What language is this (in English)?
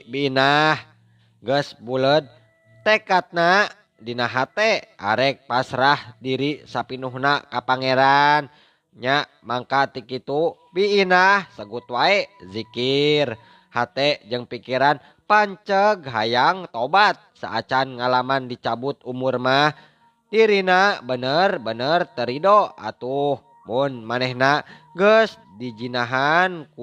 Sundanese